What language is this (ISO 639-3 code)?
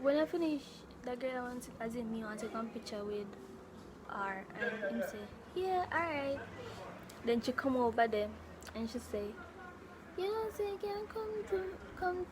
jam